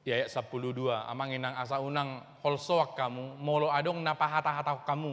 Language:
Batak Toba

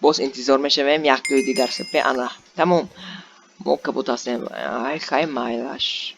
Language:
Tajik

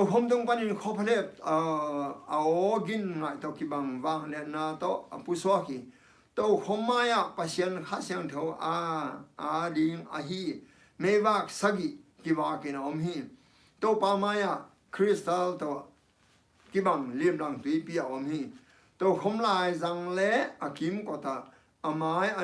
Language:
Tedim Chin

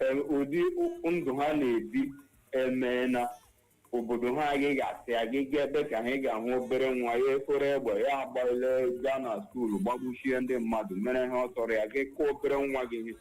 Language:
Igbo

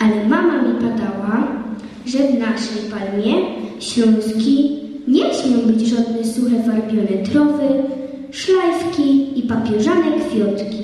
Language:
Silesian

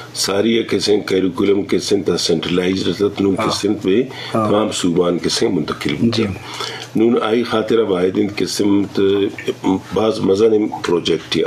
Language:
Eastern Balochi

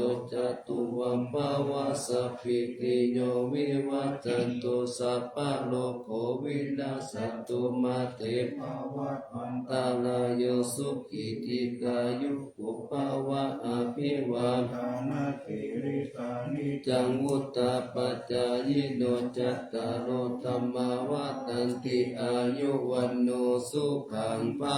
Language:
Pali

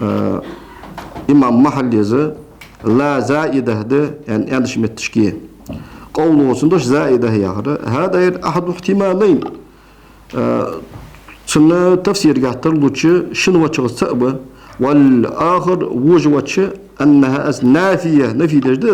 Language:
Ingush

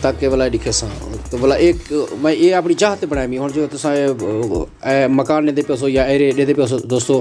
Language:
Saraiki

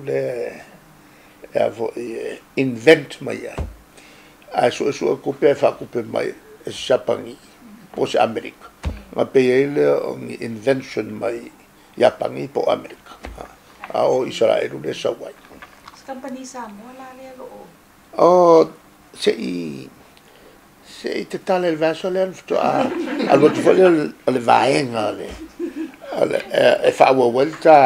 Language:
Samoan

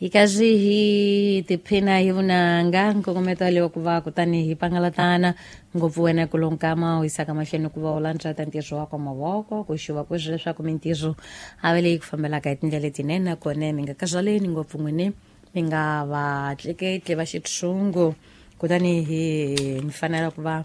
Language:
Tsonga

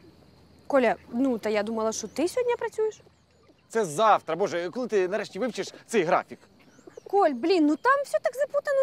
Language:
Ukrainian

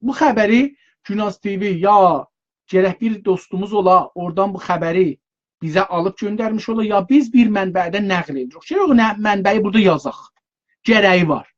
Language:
South Azerbaijani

